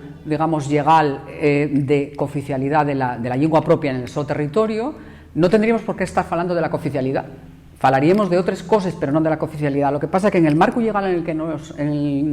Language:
Asturian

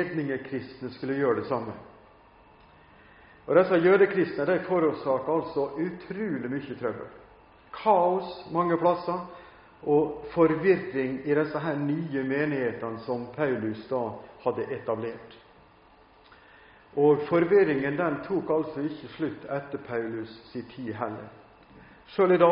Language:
Norwegian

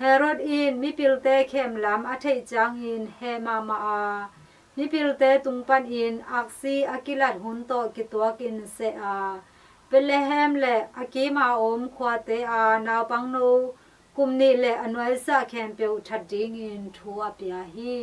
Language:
Tedim Chin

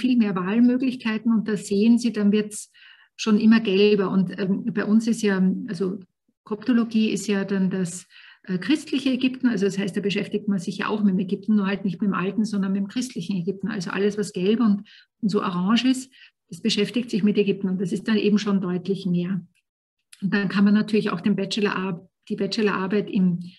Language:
German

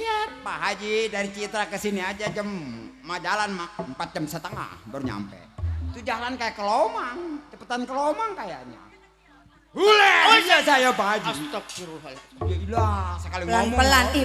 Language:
Betawi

